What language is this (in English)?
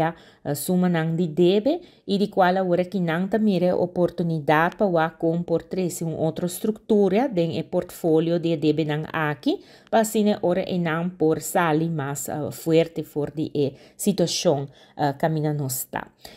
Papiamento